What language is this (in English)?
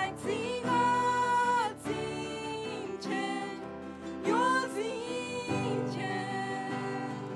Plautdietsch